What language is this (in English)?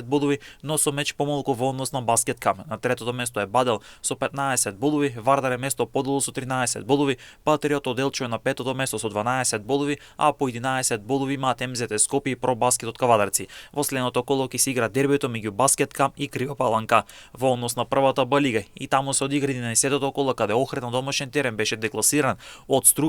Macedonian